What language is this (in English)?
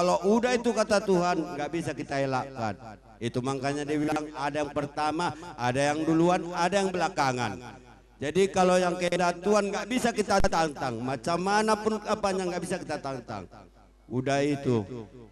Batak Karo